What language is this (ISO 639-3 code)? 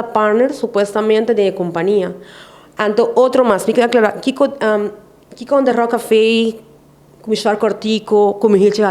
pap